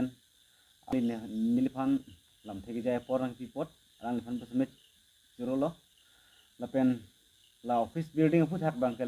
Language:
Karbi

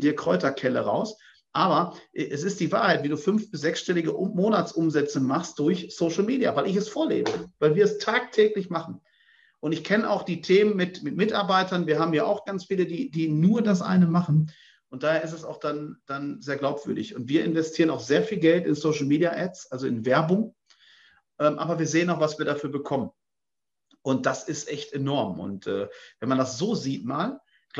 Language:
German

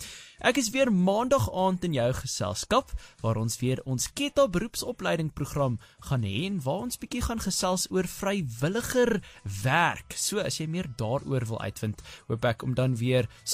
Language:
Afrikaans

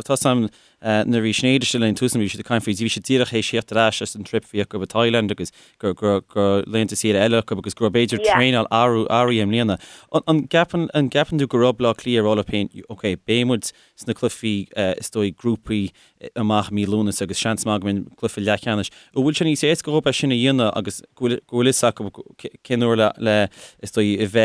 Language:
Irish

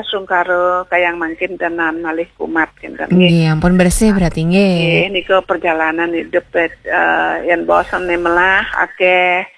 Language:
Balinese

